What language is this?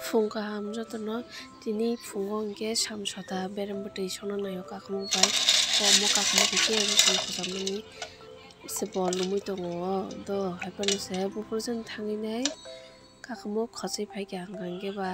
Kok Borok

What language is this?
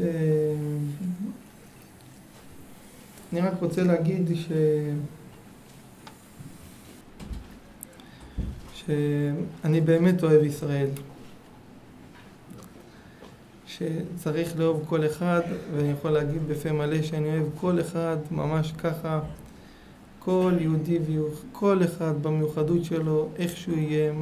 Hebrew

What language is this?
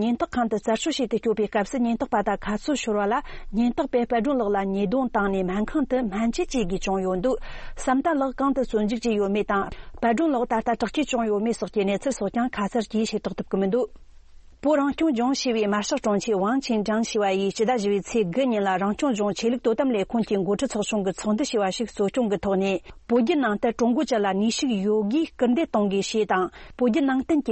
Tibetan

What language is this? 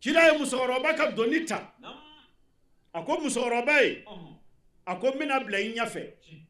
Bambara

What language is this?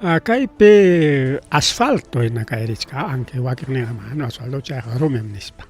Ayacucho Quechua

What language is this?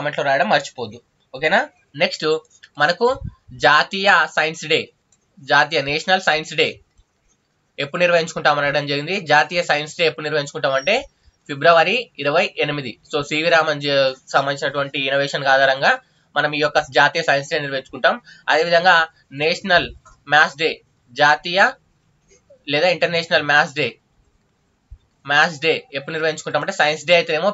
Telugu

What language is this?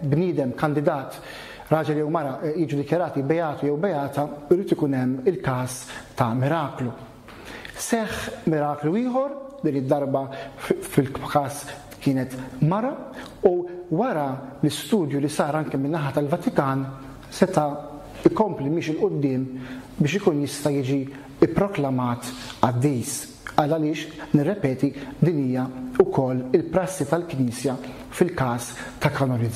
Maltese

